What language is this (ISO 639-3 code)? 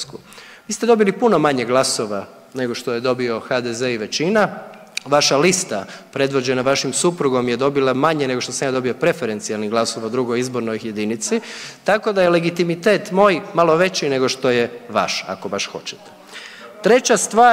hrv